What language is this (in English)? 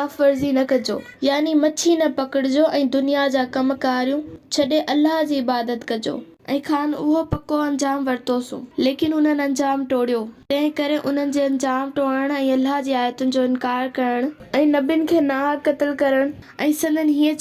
Sindhi